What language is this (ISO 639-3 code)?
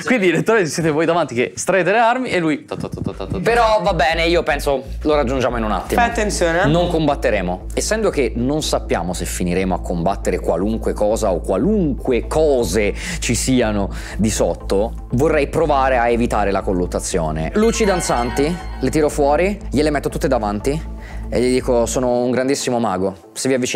ita